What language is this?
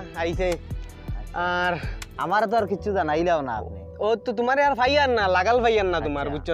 Sylheti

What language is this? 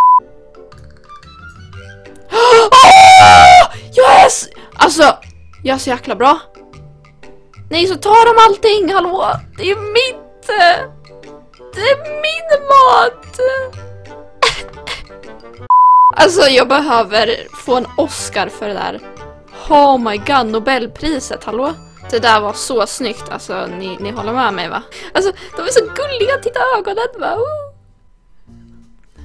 Swedish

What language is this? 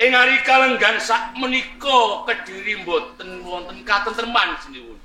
Javanese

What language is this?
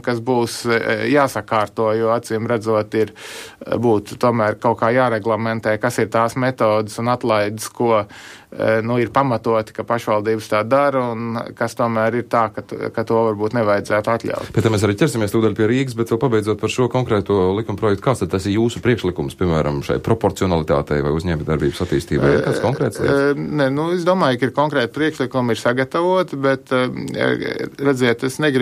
Latvian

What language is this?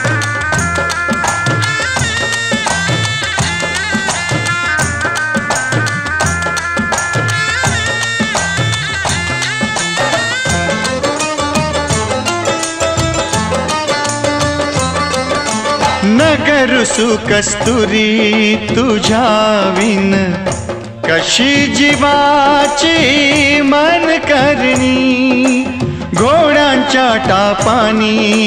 Marathi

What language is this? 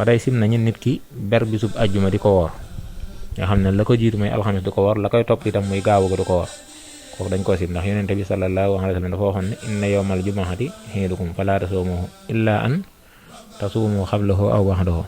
Wolof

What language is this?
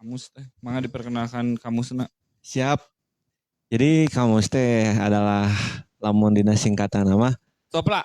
Sundanese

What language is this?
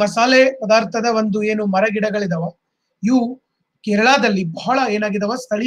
Kannada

